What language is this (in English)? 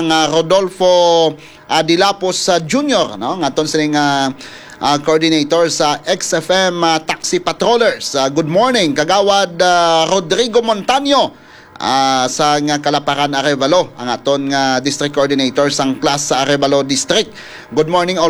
Hiligaynon